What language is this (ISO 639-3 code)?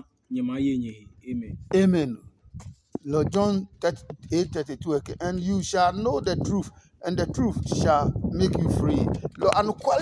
ada